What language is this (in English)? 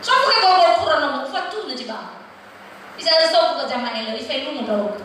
Nias